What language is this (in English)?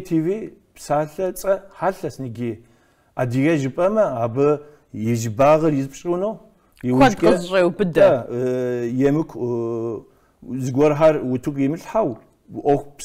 Kabardian